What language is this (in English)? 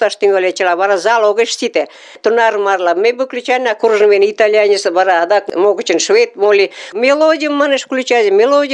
Mari